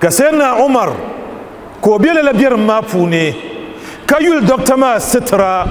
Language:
Dagbani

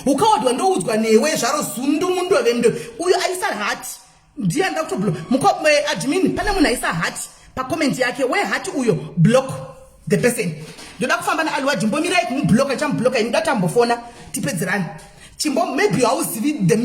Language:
Shona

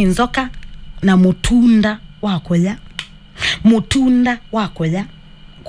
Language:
Kamba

